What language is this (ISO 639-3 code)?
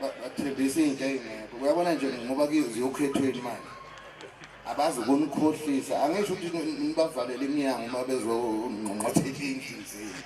zul